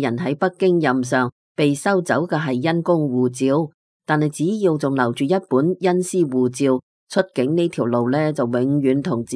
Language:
Cantonese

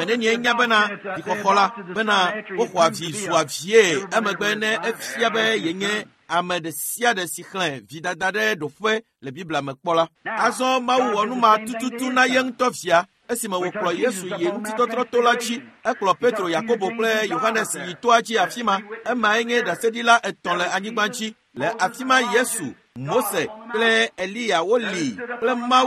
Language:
Ewe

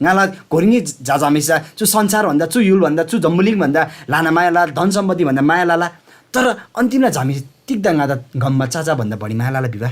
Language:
Eastern Tamang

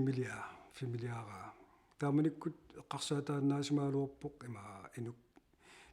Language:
Kalaallisut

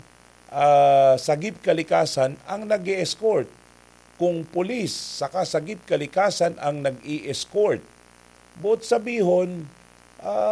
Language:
Bikol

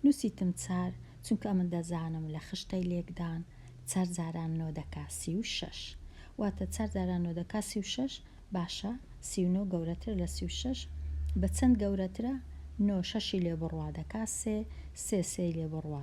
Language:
Central Kurdish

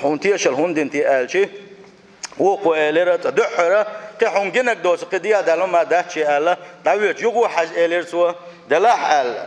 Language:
Chechen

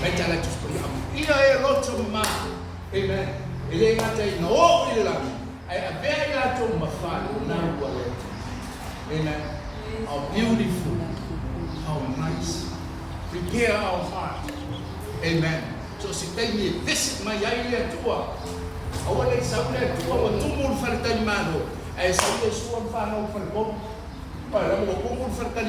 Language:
Samoan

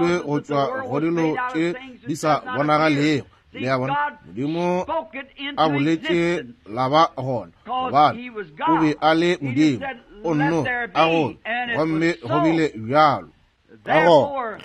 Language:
Northern Sotho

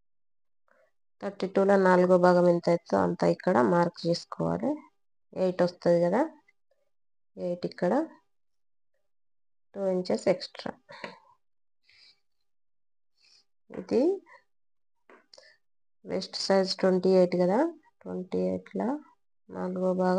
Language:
Telugu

